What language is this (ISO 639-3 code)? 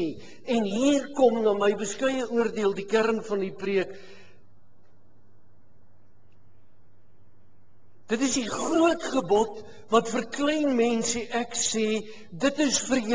afr